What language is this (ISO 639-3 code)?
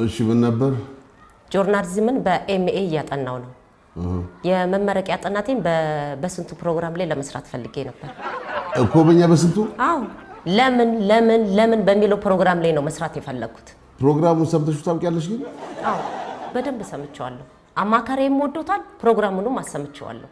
amh